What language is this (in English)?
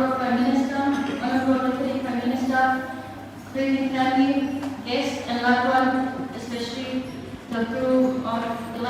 Samoan